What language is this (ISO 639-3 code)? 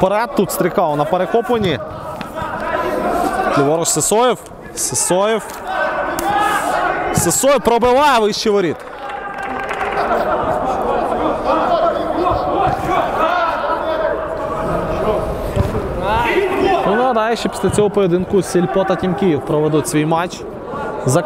ukr